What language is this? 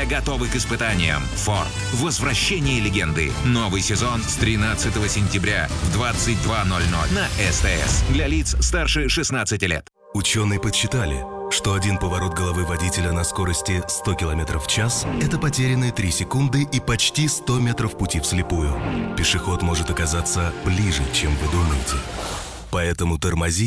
Russian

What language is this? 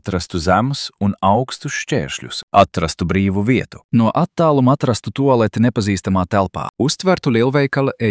Latvian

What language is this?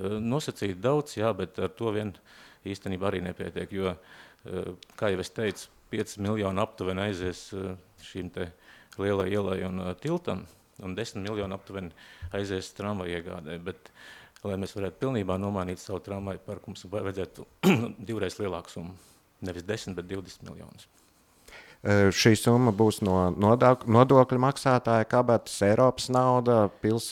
Latvian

